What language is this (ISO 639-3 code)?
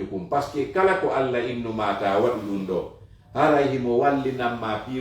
ful